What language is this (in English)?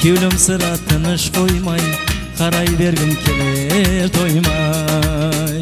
Kara-Kalpak